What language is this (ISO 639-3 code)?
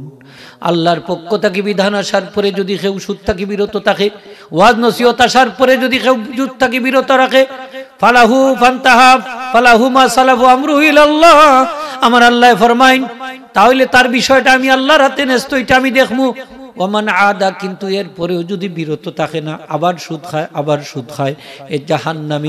syl